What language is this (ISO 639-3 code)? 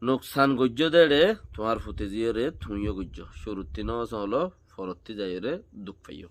rhg